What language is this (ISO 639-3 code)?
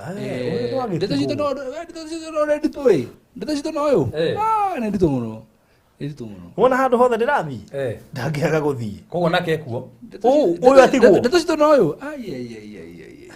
kik